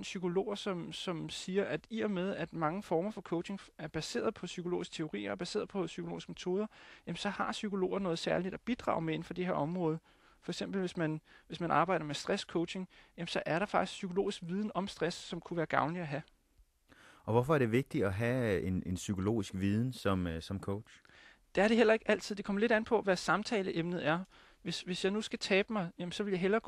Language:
Danish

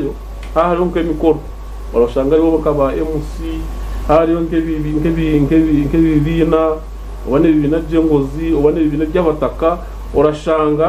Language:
Nyankole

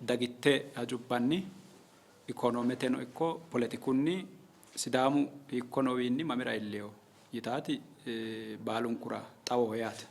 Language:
Sidamo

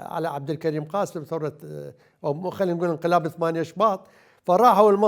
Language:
Mesopotamian Arabic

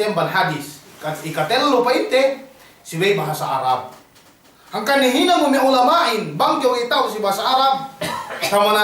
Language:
Yakan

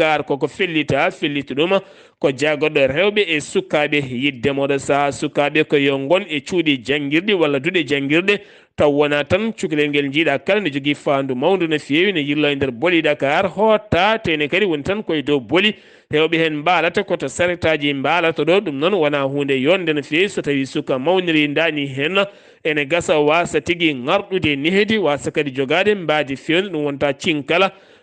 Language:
Fula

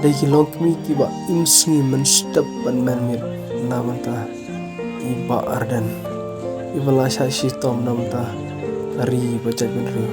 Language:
Khasi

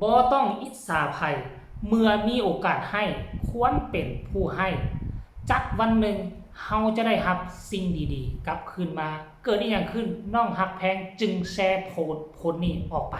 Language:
Northeastern Thai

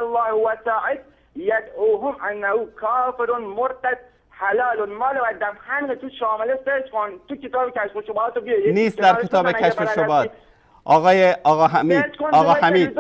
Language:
Persian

